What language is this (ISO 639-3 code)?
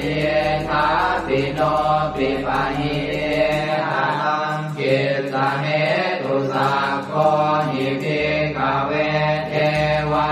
pli